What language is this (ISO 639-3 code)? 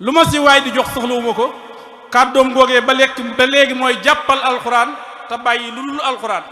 wol